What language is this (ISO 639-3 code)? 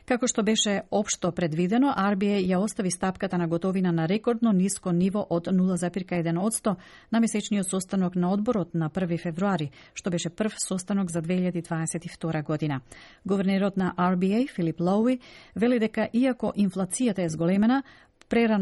mkd